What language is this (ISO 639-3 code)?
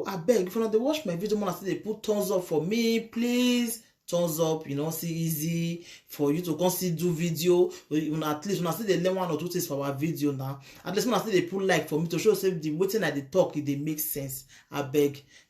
pcm